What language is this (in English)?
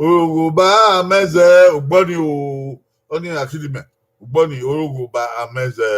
Bini